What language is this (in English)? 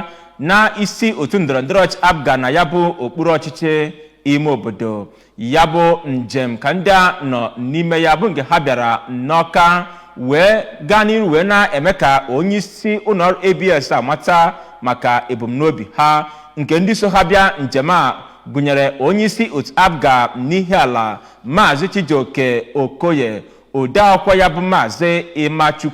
Igbo